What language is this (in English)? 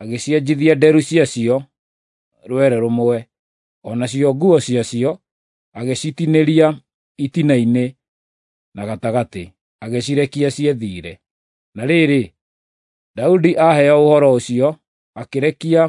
Kikuyu